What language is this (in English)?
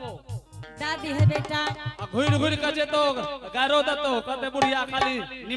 Angika